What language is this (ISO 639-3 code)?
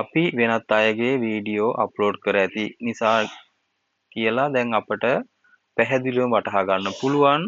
sin